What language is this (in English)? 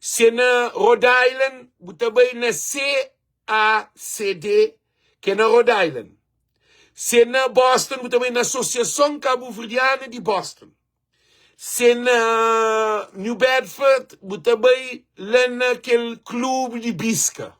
Kabuverdianu